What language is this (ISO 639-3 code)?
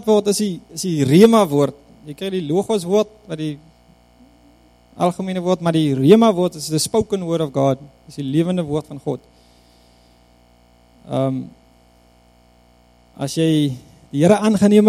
afr